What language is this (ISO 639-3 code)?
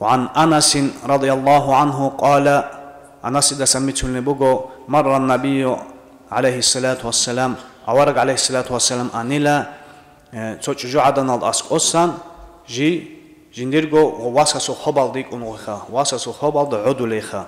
ava